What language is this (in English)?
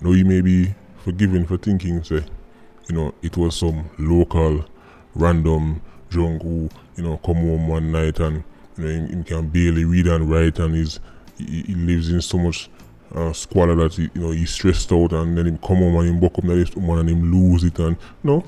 Jamaican Creole English